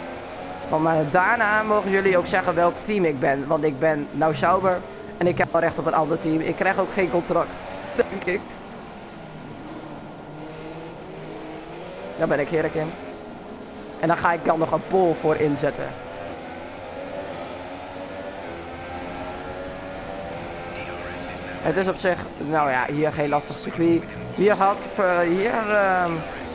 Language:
Dutch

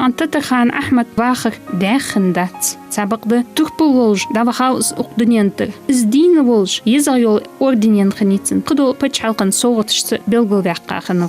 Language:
Ingush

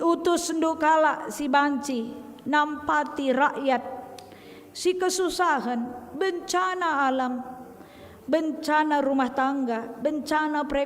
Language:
Batak Karo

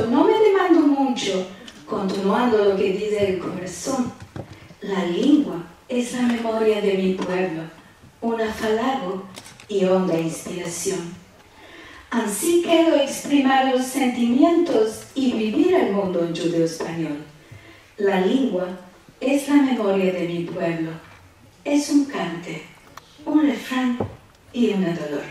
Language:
Ladino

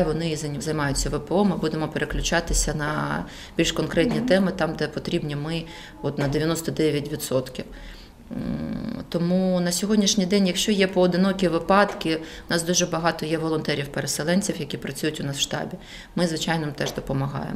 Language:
Ukrainian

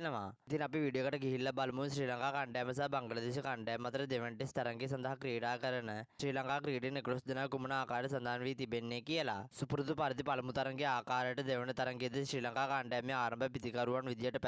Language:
Sinhala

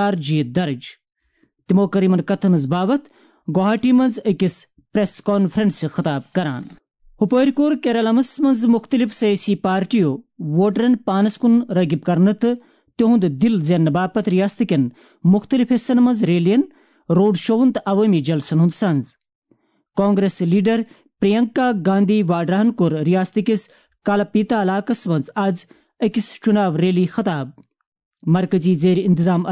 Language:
Kashmiri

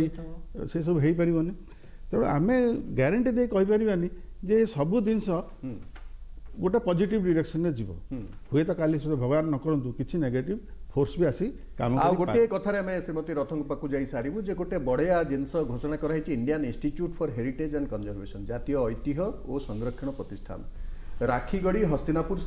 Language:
Odia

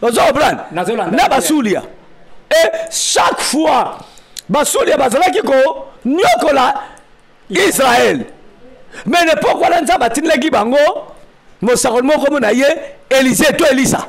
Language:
Lingala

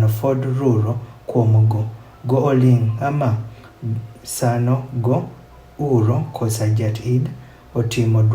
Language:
Adhola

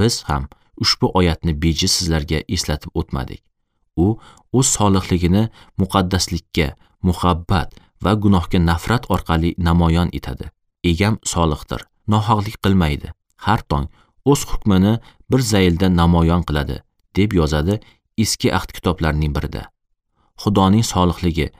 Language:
Uzbek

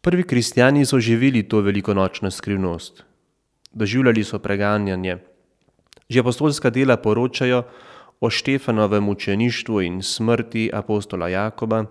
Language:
Slovenian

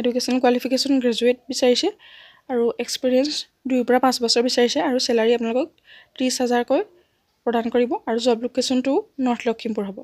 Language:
Assamese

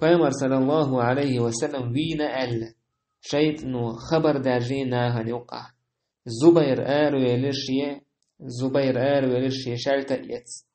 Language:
Chechen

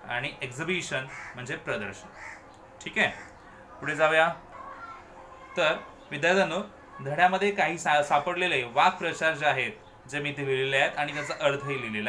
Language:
Marathi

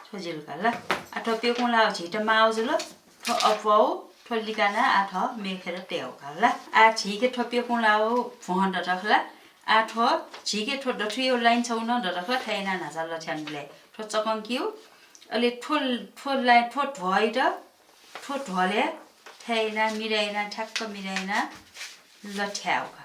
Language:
Newari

